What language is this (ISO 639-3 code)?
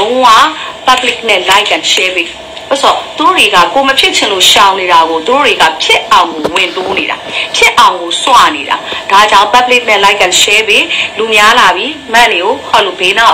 mya